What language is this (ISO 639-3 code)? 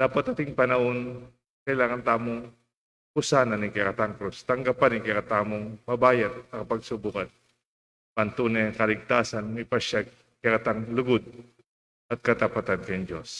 pam